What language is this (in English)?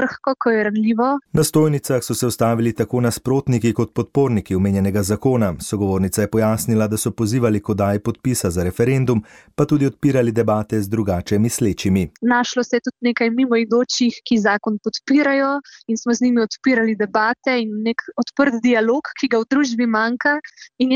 Slovenian